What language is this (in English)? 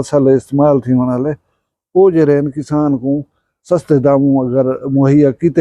Saraiki